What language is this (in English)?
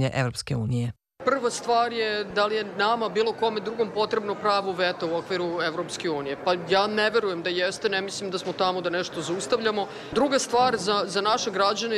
Serbian